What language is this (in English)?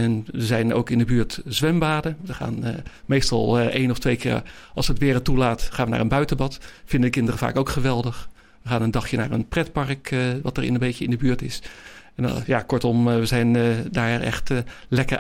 Dutch